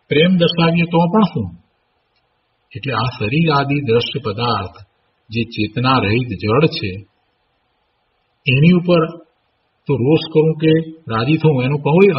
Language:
Gujarati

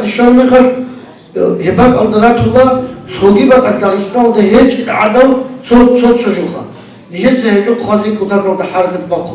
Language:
Avaric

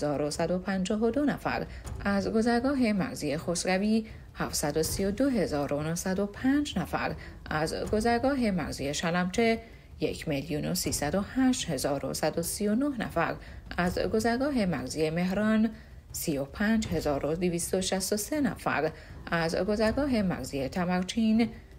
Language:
Persian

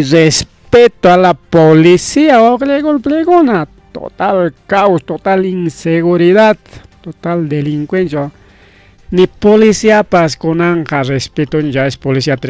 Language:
Ayacucho Quechua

